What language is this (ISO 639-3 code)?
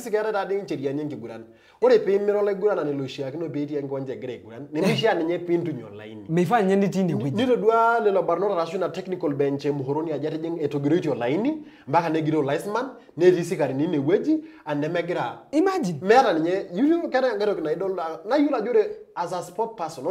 mas